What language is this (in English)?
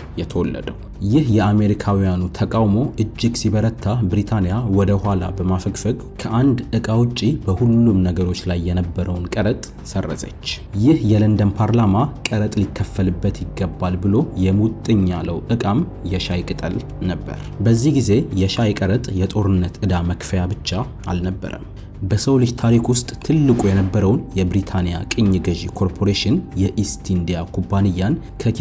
Amharic